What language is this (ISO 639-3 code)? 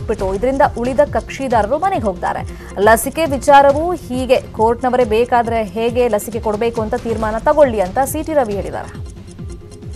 kan